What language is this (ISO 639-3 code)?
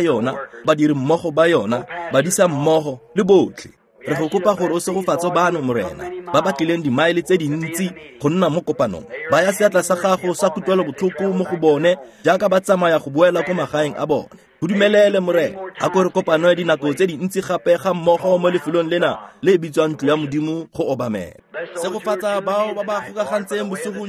tsn